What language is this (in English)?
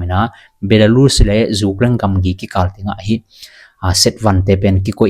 Tedim Chin